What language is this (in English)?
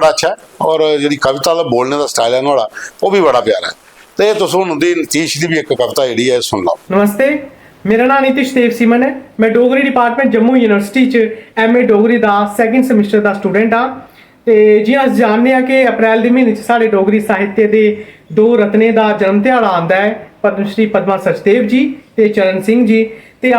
Dogri